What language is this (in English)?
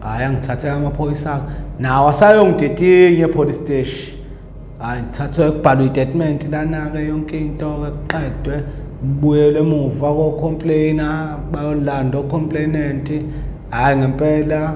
Zulu